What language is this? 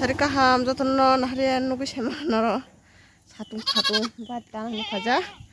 Kok Borok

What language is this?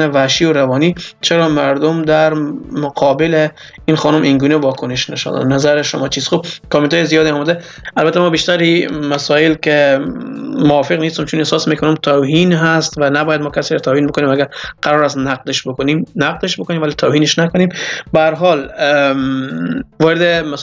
Persian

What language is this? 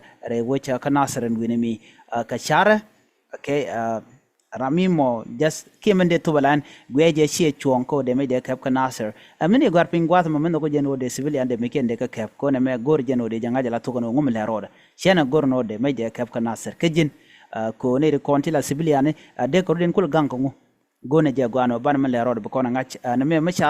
Nuer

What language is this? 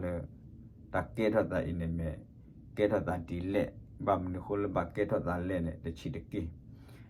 S'gaw Karen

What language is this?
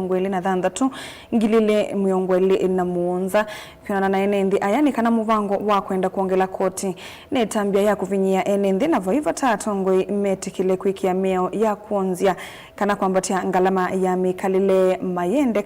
Kamba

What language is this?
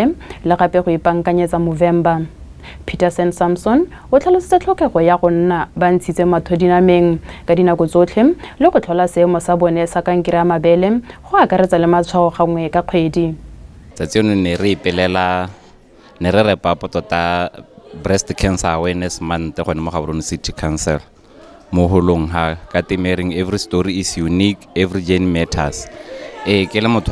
Tswana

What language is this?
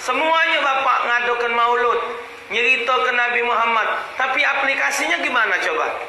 Musi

